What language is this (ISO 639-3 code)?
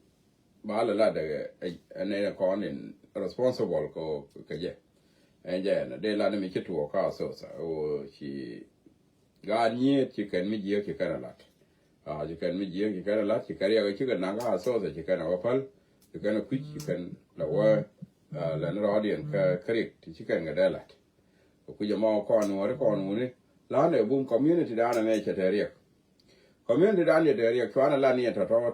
nus